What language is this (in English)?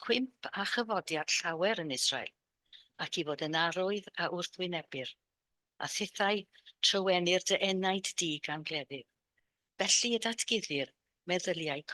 Welsh